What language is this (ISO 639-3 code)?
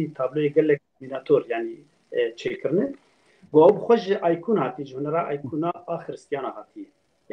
kur